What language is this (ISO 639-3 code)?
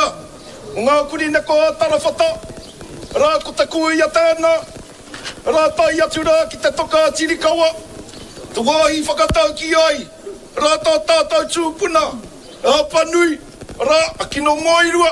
mri